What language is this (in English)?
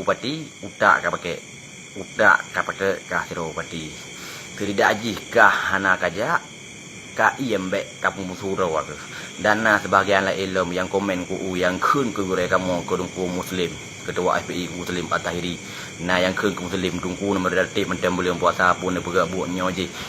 Achinese